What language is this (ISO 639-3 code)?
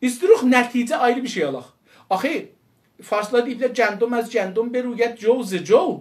azb